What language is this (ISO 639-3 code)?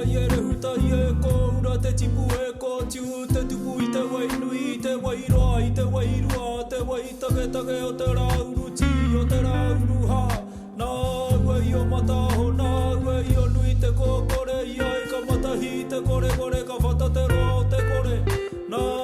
mri